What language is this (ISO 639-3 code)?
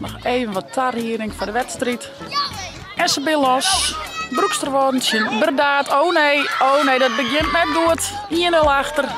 fry